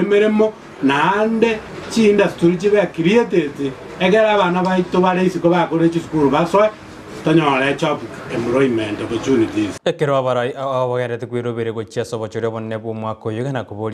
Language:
Gusii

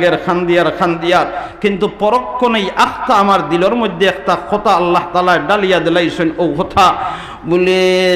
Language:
Sylheti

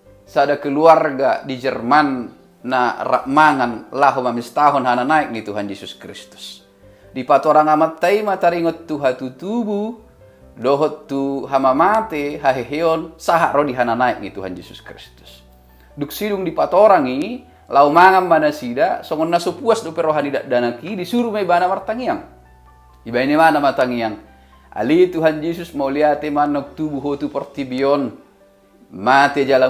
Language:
Batak Toba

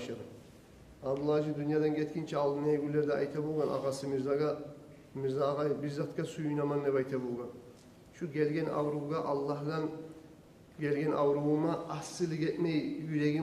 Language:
Kumyk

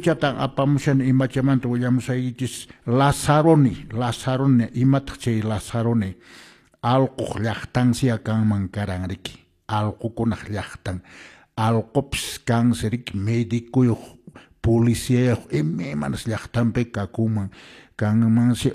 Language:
Quechua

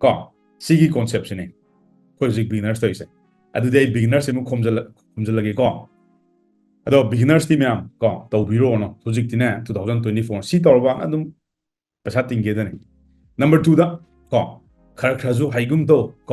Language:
Manipuri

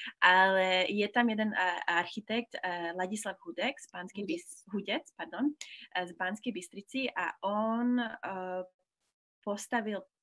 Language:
Slovak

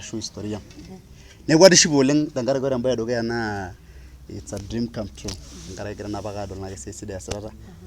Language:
Masai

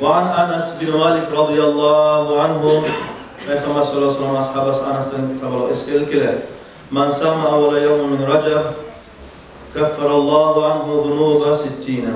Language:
Kumyk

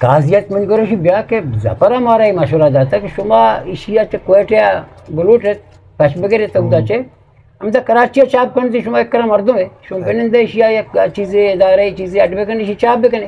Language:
Eastern Balochi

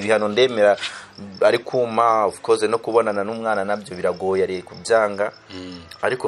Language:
Kinyarwanda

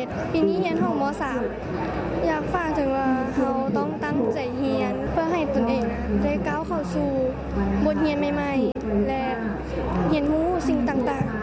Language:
Lao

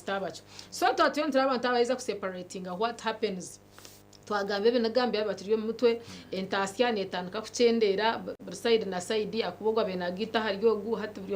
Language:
Nyankole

